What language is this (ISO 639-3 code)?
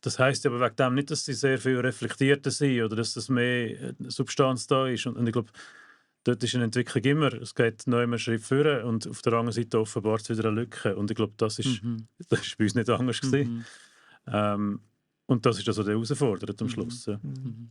gsw